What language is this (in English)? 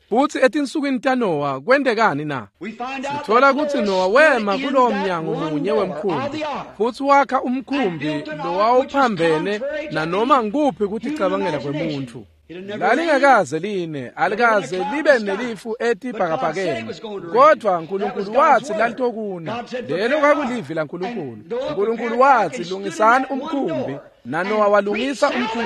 Swati